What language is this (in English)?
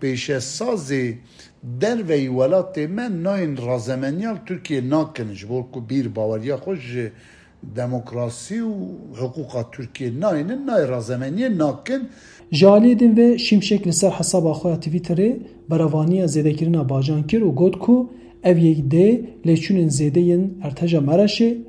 Kurdish